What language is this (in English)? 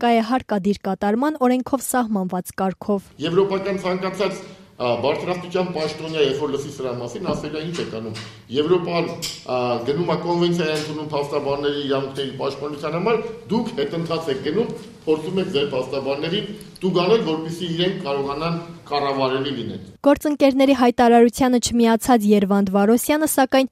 Armenian